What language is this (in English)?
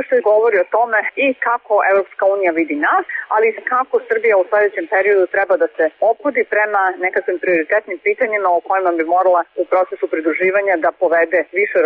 Serbian